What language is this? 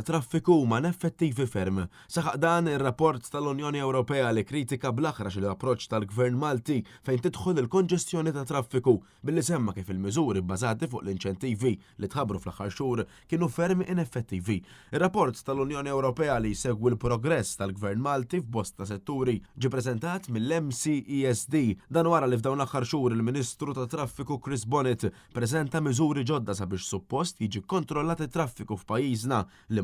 Maltese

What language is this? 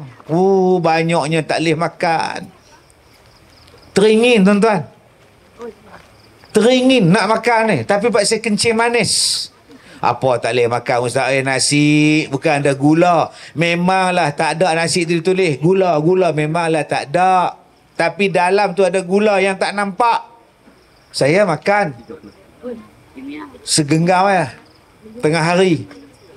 Malay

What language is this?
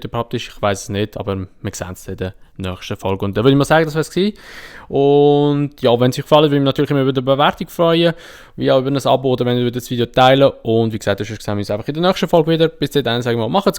Swiss German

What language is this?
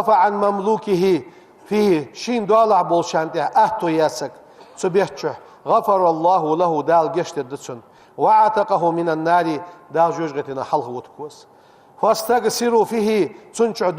Ingush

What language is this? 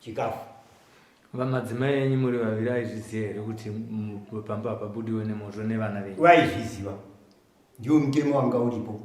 Shona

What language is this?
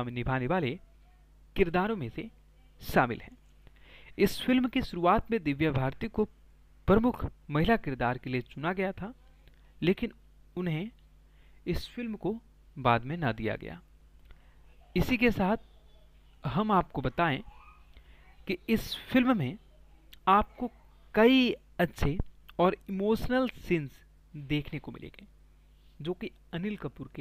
Hindi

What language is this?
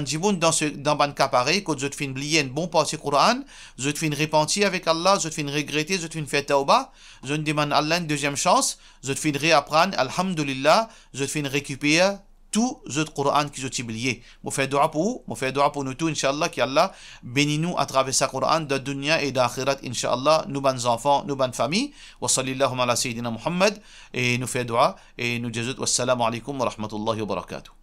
Morisyen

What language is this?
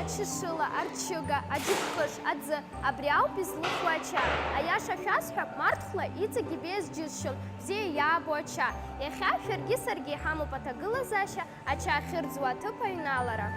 Abkhazian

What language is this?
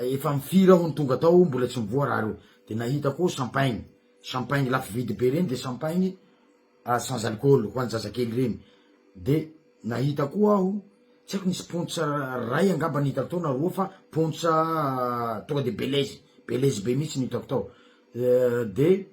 Malagasy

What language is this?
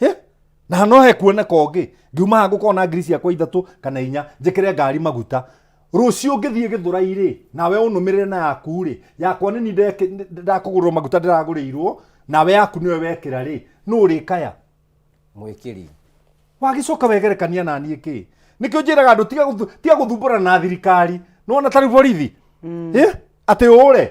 Kikuyu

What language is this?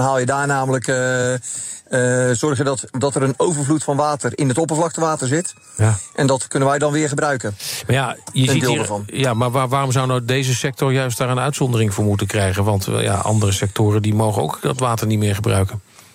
Dutch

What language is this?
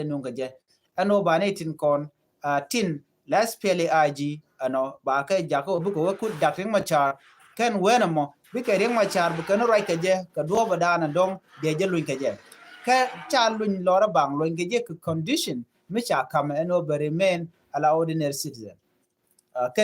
Nuer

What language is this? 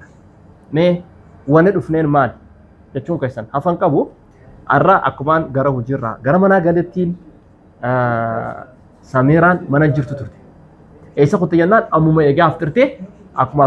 Oromo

